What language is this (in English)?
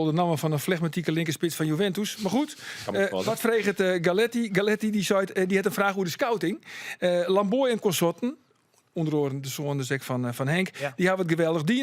Western Frisian